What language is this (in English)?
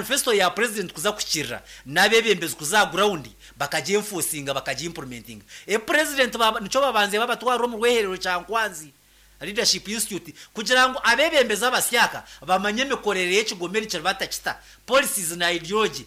Nyankole